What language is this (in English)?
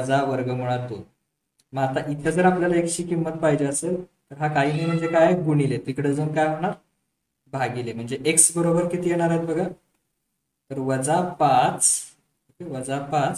Marathi